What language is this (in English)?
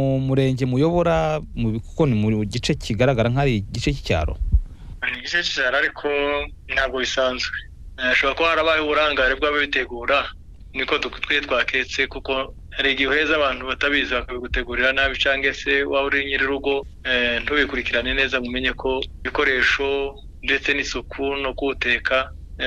Kinyarwanda